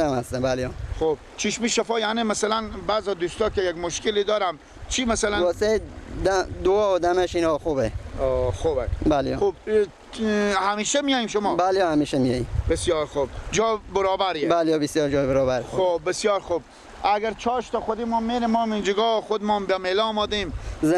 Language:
Persian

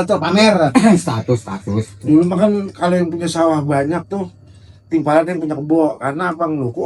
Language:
Betawi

